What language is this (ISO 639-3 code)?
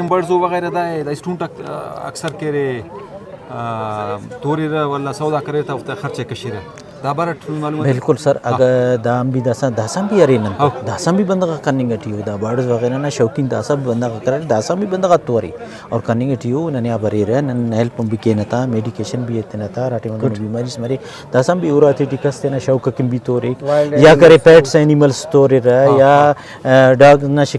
brh